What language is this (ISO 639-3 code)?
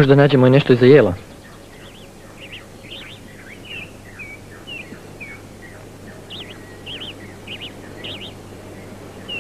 hrv